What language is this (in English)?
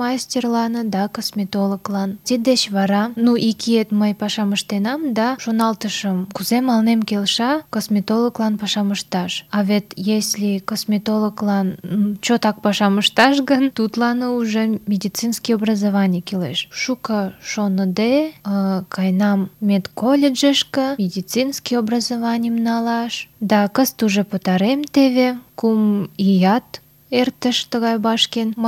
Mari